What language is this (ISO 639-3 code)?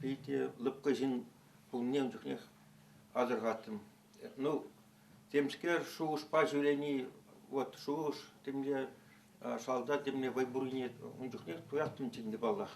chv